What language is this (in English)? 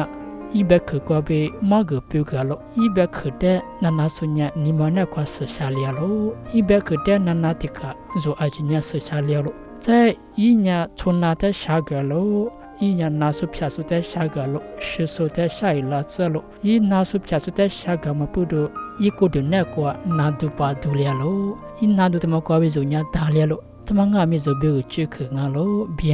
Lisu